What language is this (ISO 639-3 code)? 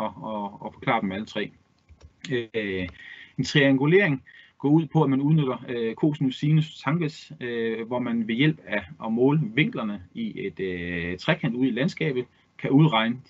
dan